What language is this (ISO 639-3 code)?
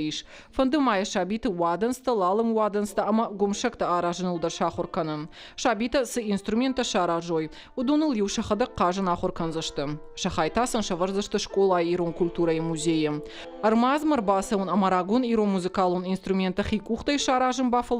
oss